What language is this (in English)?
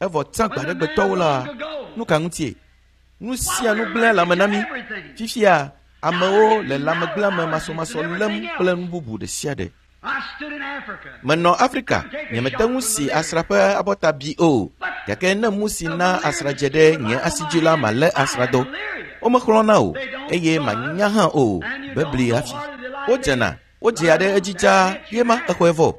Ewe